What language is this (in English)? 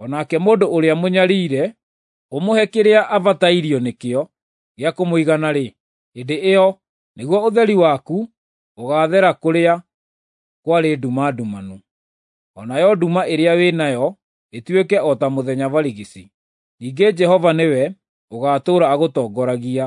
Kikuyu